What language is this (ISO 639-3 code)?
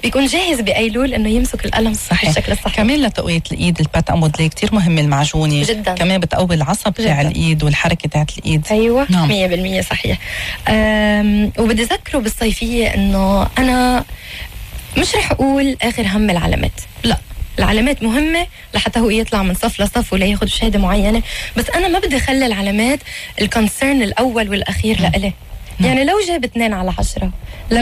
apc